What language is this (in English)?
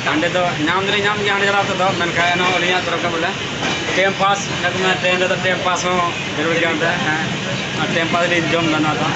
Santali